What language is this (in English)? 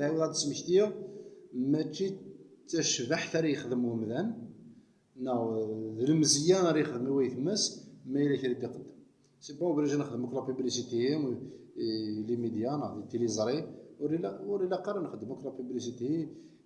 Kabyle